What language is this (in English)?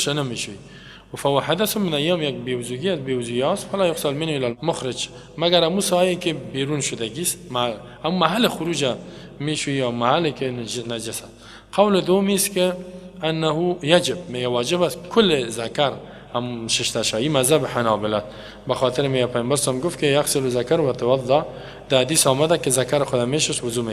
Persian